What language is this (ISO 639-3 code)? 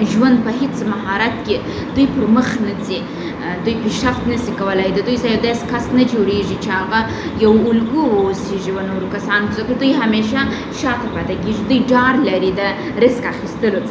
pus